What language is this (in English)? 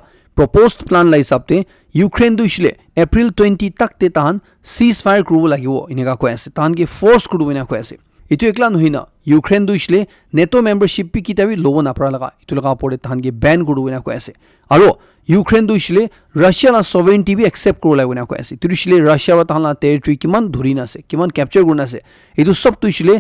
Naga Pidgin